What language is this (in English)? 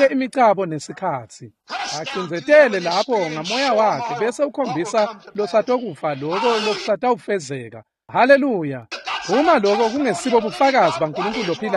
Swati